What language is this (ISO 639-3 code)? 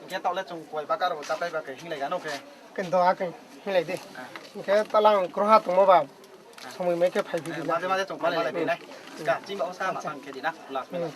ria